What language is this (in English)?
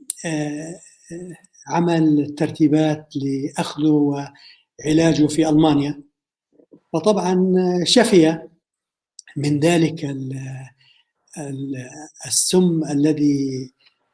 North Levantine Arabic